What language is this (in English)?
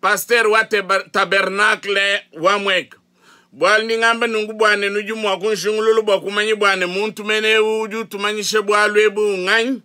Luba-Lulua